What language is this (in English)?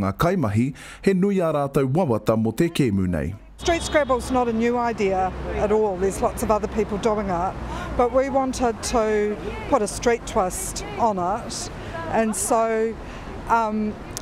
Māori